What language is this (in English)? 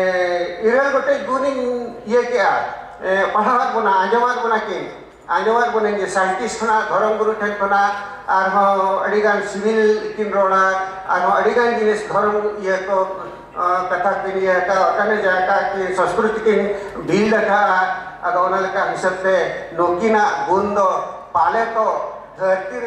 Santali